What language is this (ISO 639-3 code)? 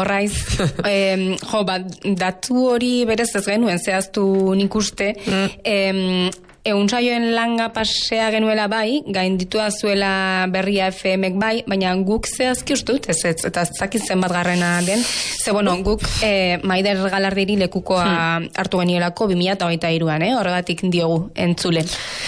eus